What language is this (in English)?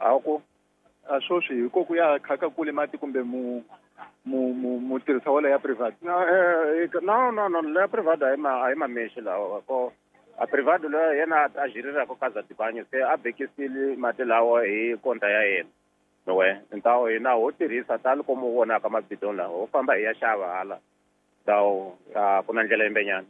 Tsonga